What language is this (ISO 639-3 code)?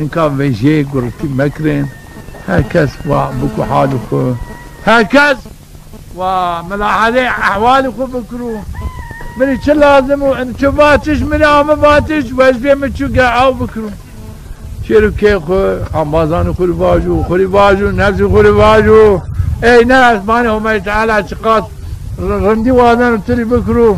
zza